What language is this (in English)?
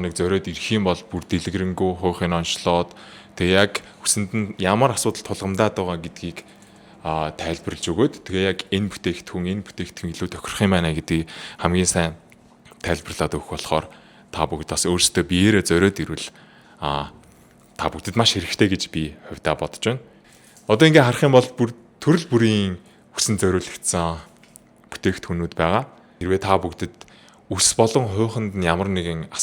Mongolian